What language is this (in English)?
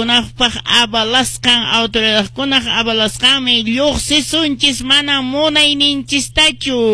Quechua